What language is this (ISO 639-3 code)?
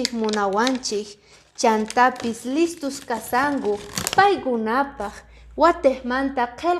que